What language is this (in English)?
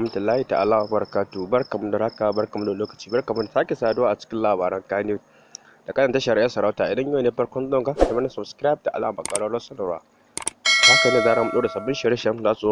Hausa